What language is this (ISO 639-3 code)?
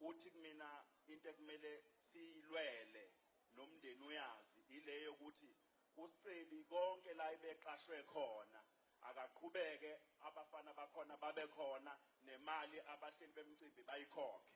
zul